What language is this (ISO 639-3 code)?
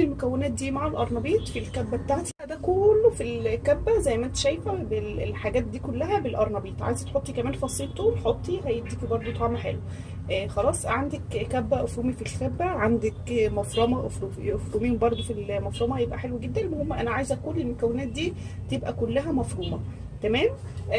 arz